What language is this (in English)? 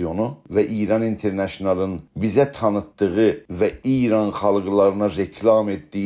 South Azerbaijani